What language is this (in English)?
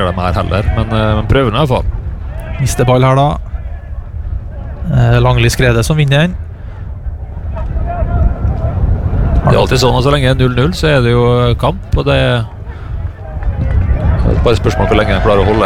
Norwegian